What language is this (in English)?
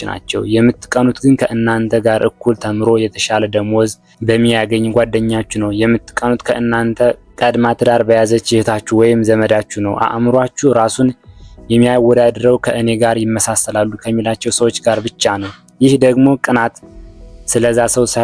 Amharic